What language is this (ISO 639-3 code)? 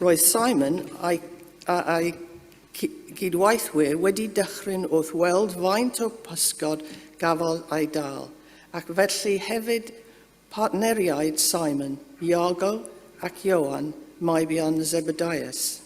cym